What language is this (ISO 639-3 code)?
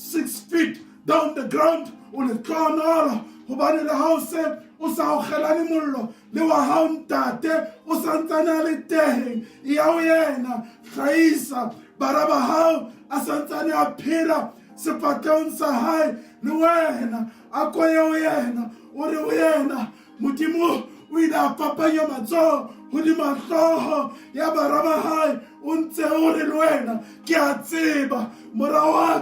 sot